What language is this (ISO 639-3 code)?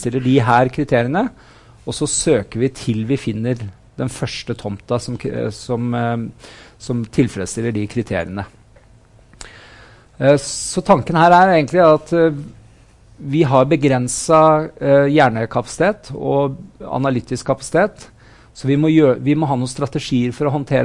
nor